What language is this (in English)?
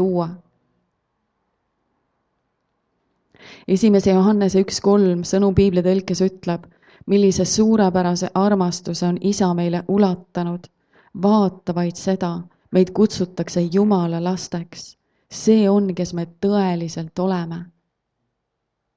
Estonian